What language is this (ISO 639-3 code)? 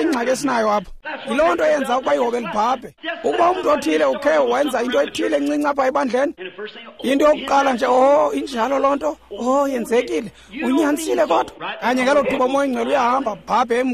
xho